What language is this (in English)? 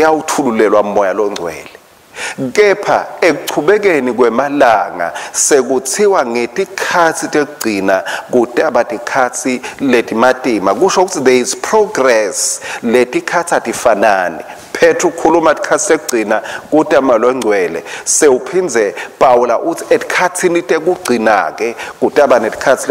Swati